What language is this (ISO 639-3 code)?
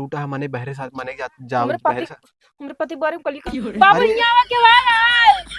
awa